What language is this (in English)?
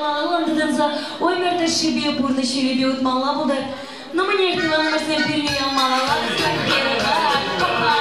Chuvash